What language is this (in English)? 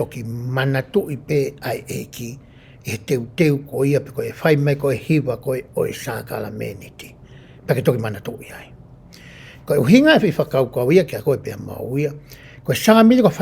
Tongan